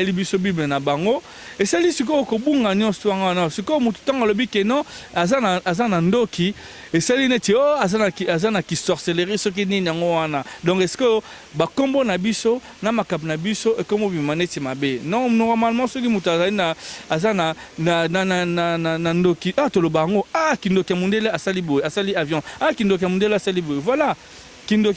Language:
Lingala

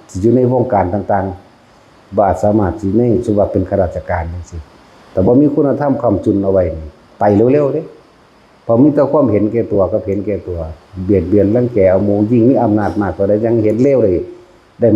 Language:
Northeastern Thai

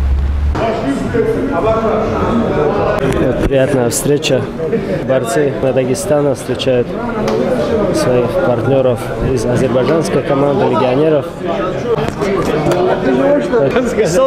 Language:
Russian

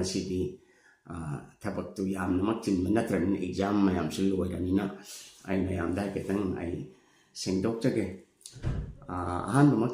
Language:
Manipuri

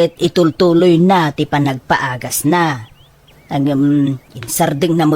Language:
Iloko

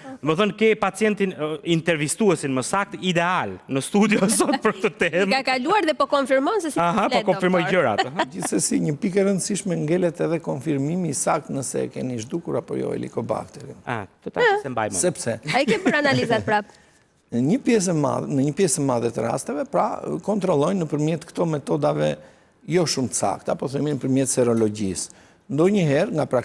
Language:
Albanian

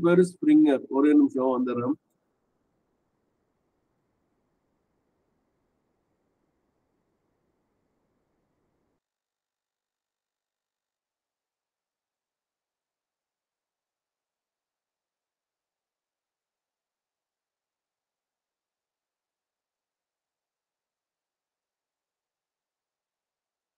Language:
Tamil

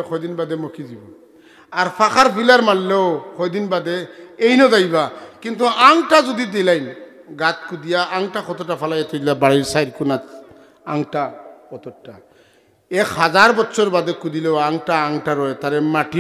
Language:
Sylheti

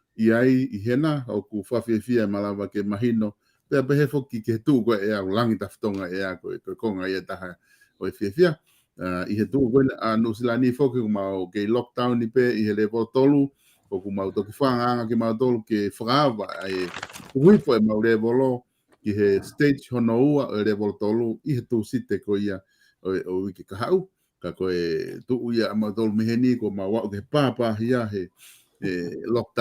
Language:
Tongan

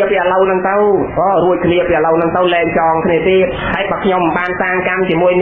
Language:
Khmer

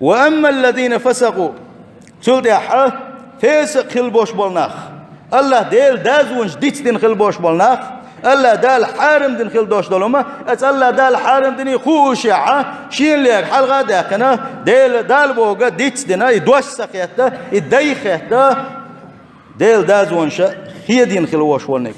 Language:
Chechen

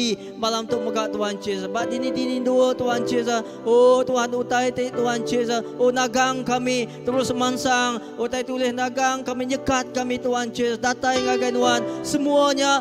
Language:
Iban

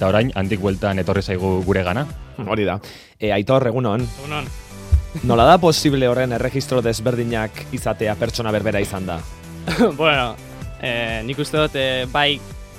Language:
Basque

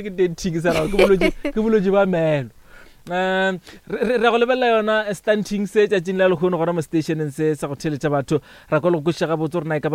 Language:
Northern Sotho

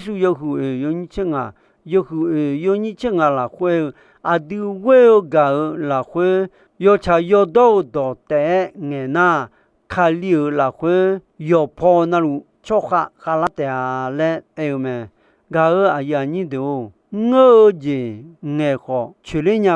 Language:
Akha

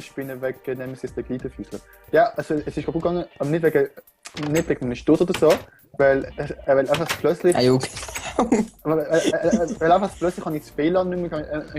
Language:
Swiss German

